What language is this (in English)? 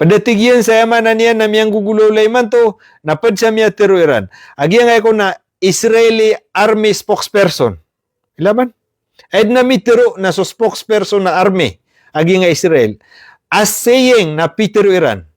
Maranao